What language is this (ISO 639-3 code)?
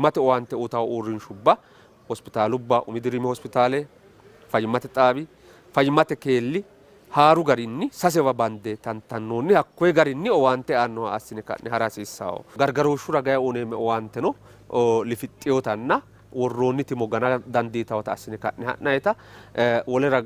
sid